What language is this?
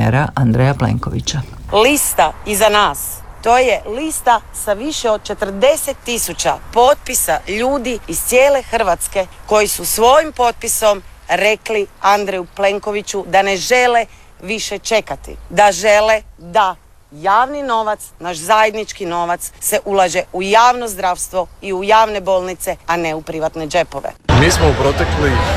Croatian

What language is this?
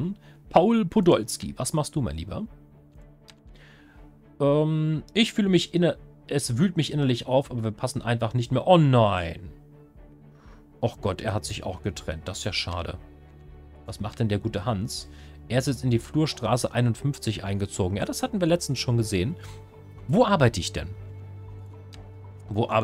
German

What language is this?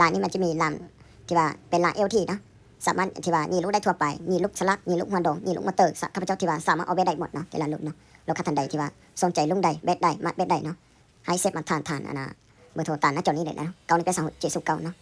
Lao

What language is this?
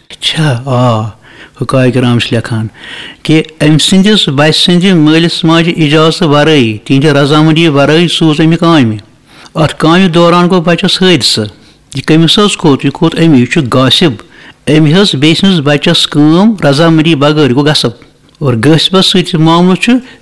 Kashmiri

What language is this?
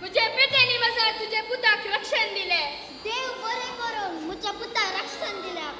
Konkani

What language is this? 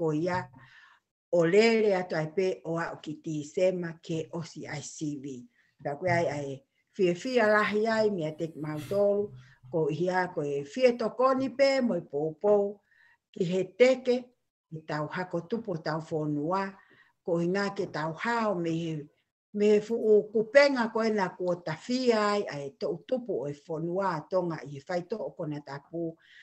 Tongan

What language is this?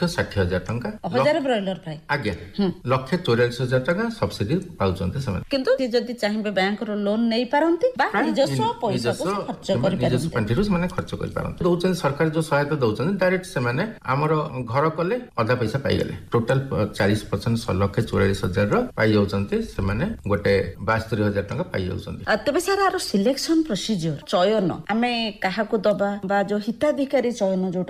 Odia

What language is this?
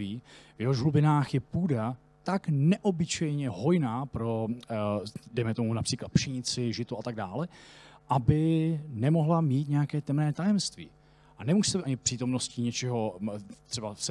Czech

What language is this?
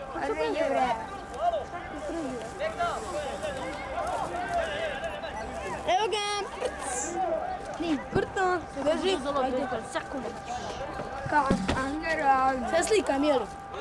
Serbian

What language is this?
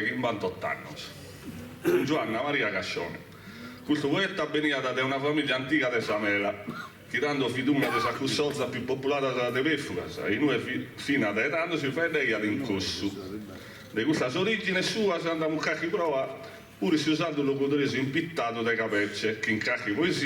Sardinian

